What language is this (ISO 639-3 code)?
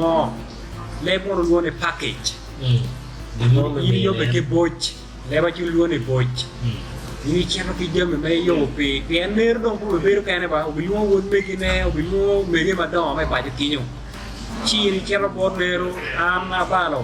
ach